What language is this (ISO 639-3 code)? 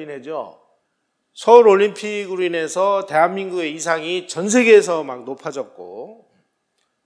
kor